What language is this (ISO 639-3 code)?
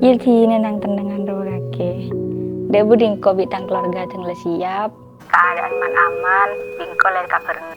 mad